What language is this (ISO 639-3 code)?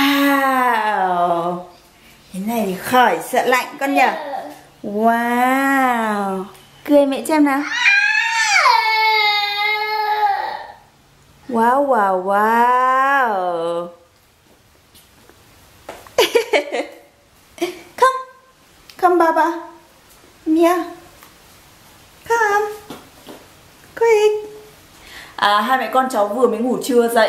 vie